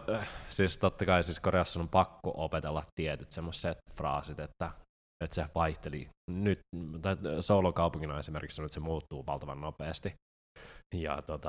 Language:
Finnish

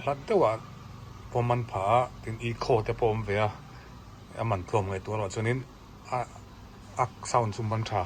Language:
Mizo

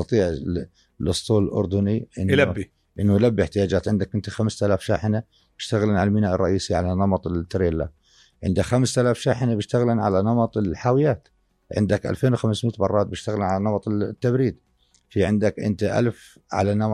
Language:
North Levantine Arabic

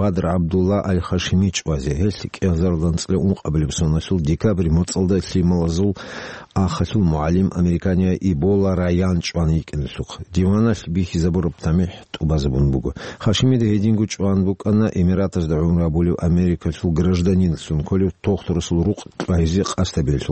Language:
Avaric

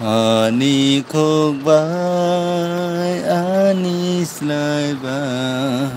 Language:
Kok Borok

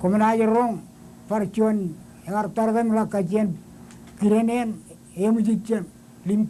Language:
Marshallese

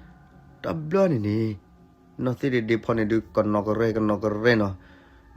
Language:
S'gaw Karen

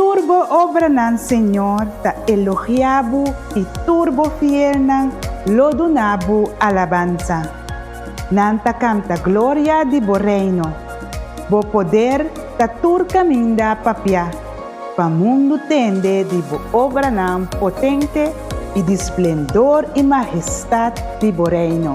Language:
Papiamento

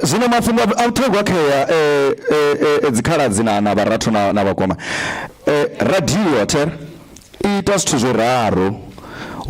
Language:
Venda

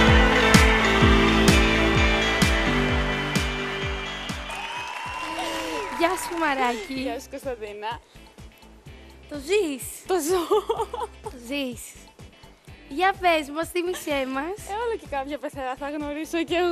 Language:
Greek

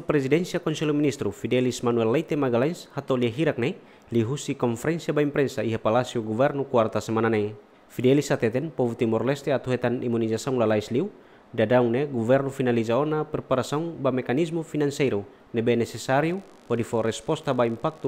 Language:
Tetum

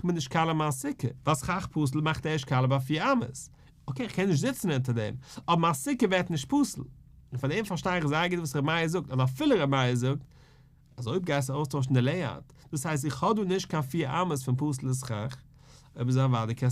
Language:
Yiddish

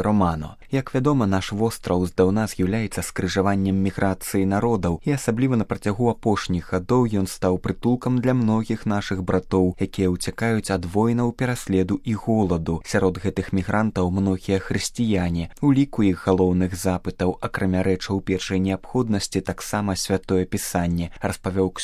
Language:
Belarusian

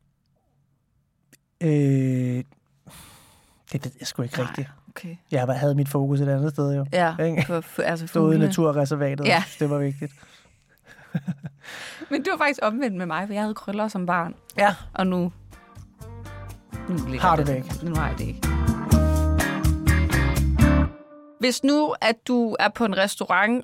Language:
Danish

